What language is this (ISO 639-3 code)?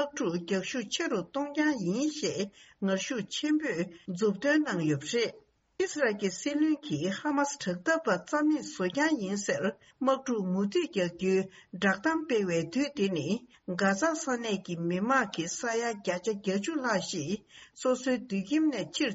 bod